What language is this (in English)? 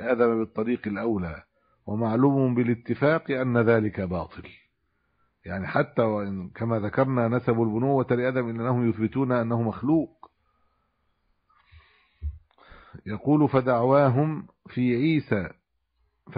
Arabic